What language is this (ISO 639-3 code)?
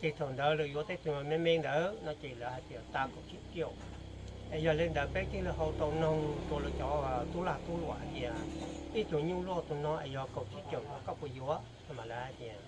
hmn